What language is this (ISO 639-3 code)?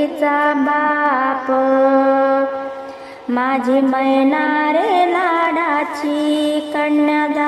mar